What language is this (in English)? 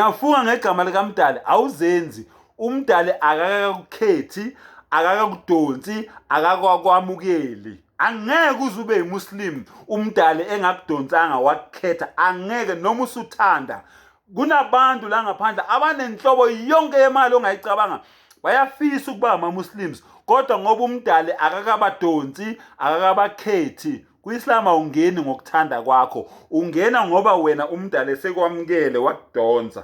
Zulu